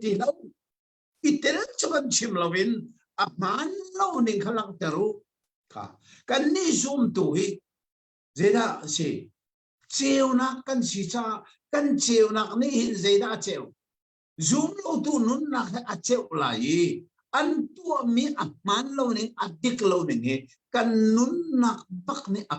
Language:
Hakha Chin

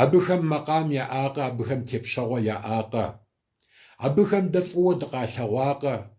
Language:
Kabardian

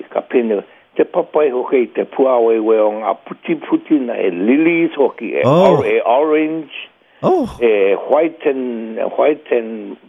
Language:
Māori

